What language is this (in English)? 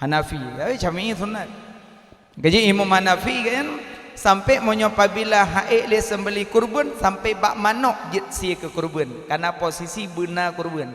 Achinese